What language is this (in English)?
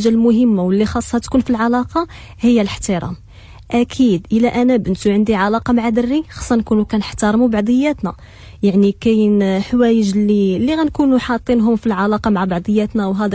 Moroccan Arabic